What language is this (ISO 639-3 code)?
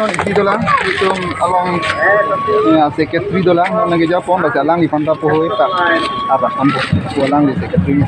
mjw